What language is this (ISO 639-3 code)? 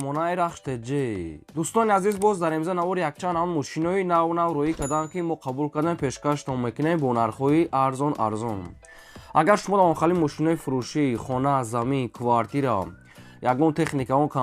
tgk